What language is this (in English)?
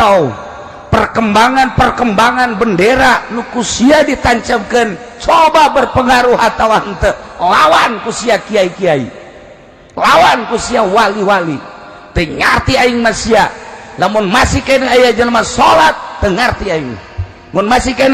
Sundanese